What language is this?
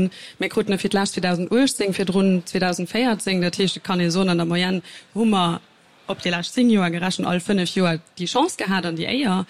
Luxembourgish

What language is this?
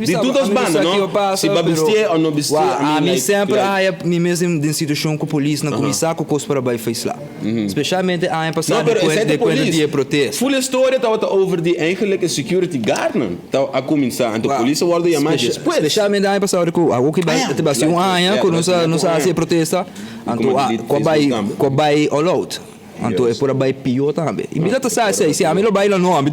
Papiamento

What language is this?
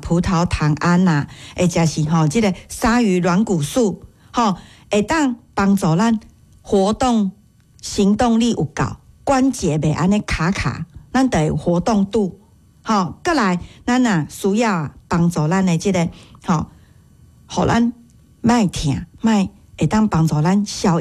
Min Nan Chinese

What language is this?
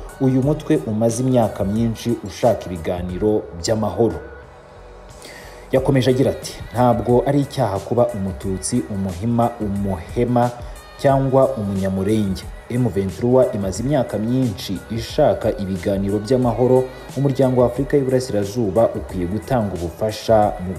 Kinyarwanda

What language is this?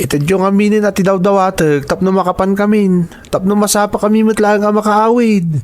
Iloko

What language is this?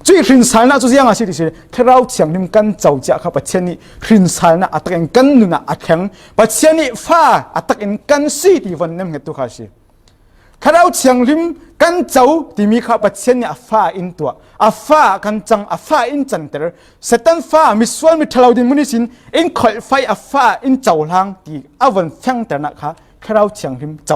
Falam Chin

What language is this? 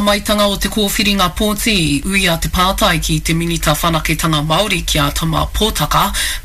Māori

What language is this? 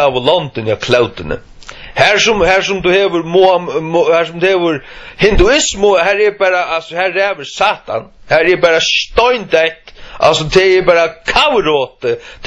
Faroese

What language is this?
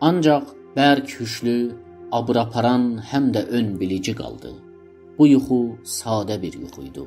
South Azerbaijani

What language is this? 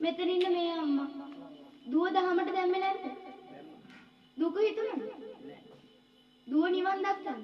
Sinhala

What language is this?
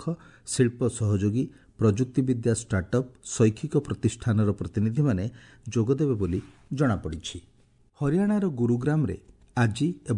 Odia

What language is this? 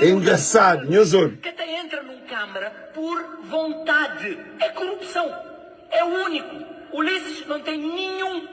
Kabuverdianu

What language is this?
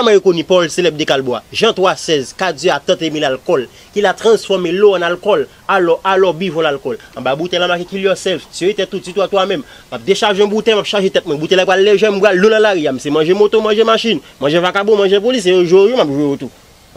Haitian Creole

